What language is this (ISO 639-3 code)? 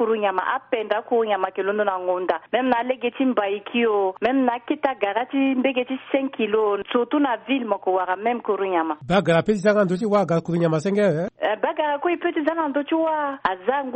sag